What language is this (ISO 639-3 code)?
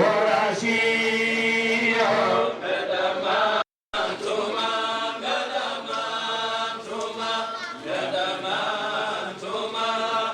ful